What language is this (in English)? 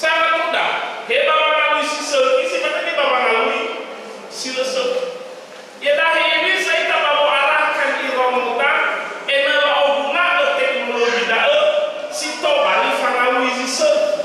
Nias